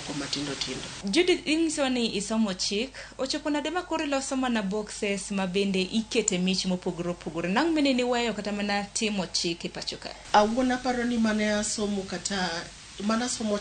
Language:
Luo (Kenya and Tanzania)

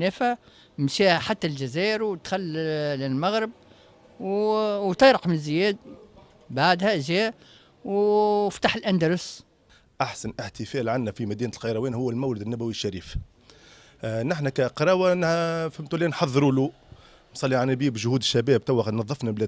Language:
Tunisian Arabic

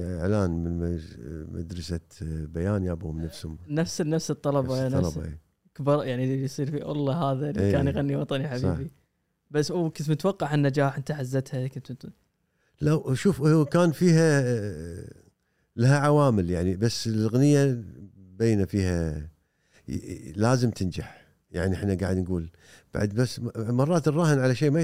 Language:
Gulf Arabic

